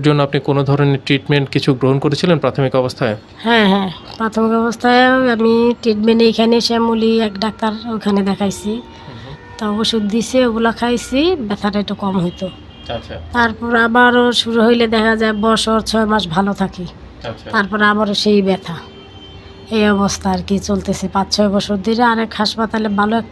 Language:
Bangla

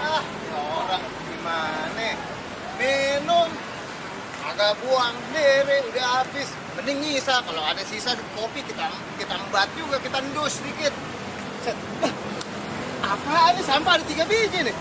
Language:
Betawi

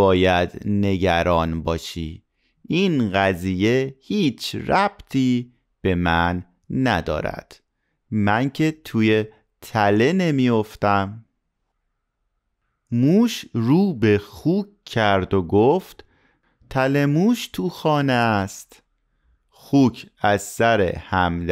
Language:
Persian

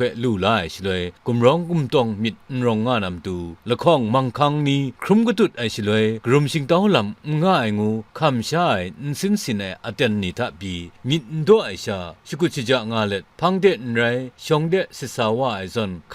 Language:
Kachin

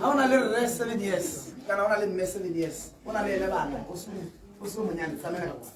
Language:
Tswana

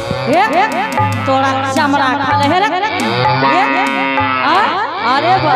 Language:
Angika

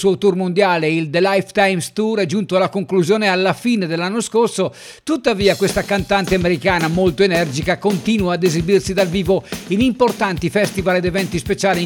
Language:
Italian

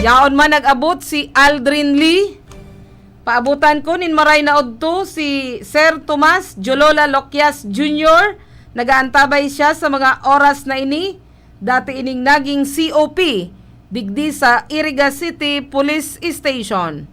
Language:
Bikol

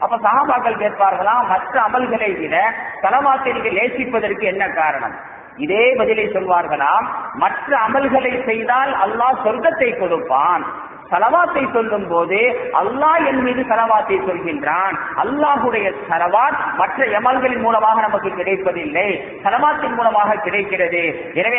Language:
Tamil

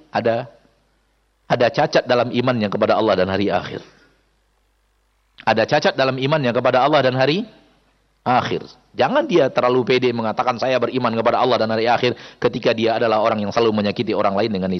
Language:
Indonesian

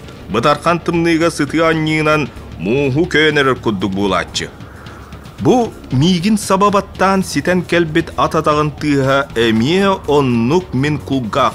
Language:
Yakut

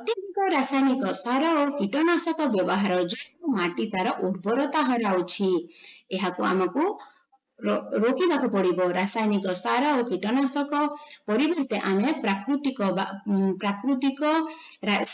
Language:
Odia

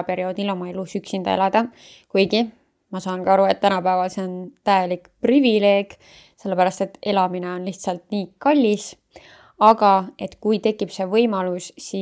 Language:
Estonian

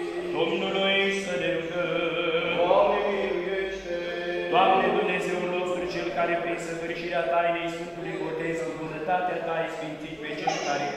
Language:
Romanian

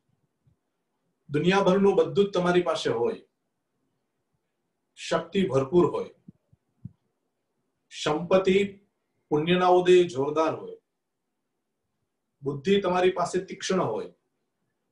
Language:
Gujarati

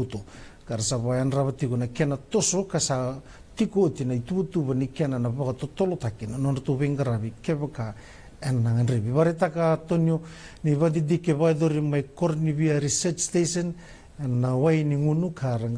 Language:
Fijian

